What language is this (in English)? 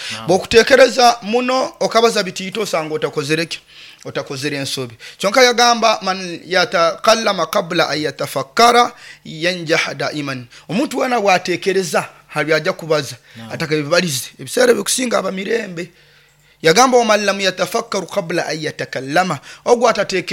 Nyoro